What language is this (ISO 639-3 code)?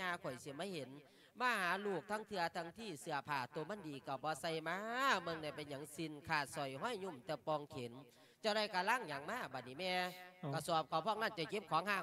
lao